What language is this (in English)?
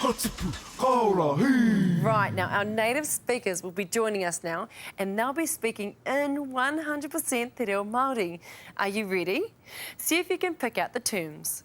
Māori